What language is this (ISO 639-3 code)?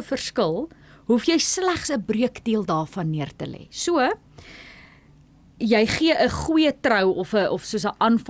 afr